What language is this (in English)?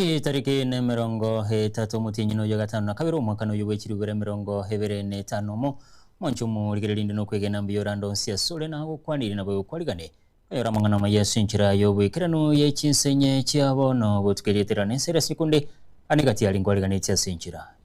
Gusii